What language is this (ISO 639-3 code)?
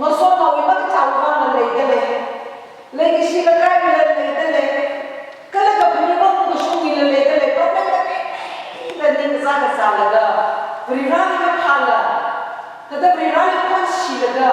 nmf